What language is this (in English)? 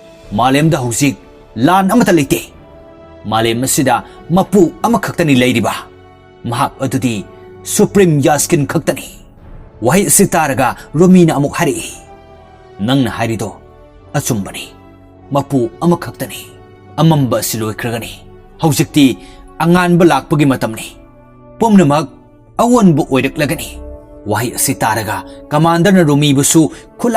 Manipuri